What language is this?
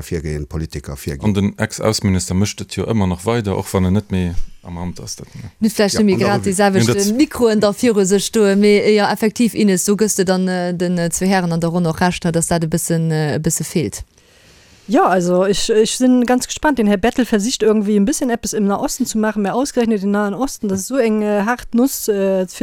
Luxembourgish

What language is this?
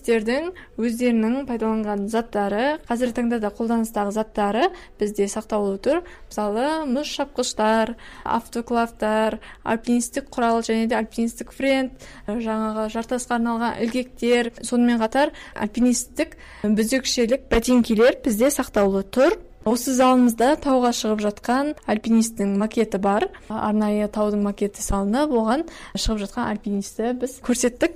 Kazakh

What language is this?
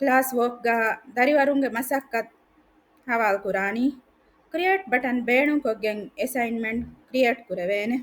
Divehi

